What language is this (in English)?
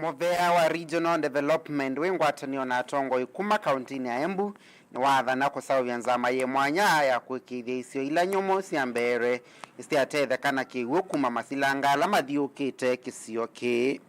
Kamba